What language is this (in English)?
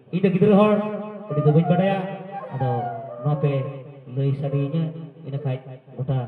Santali